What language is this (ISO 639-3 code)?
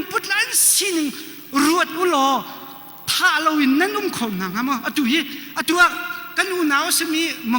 cnh